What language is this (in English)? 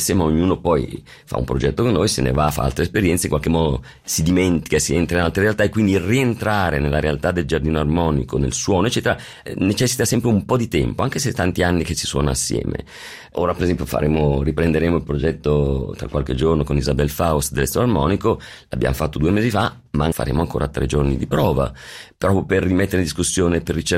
Italian